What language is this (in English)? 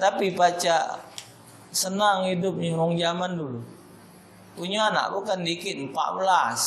Musi